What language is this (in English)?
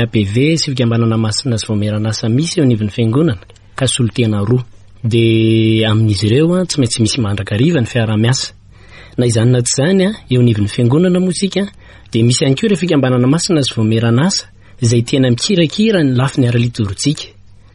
Malagasy